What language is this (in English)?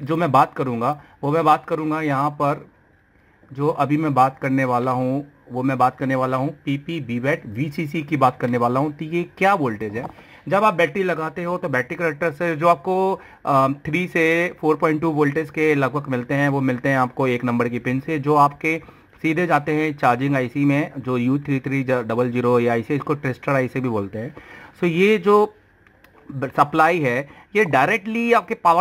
Hindi